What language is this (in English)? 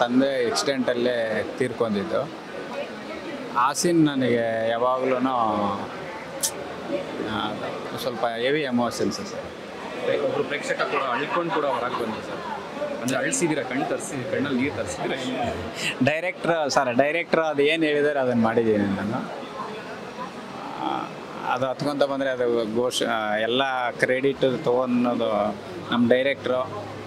Kannada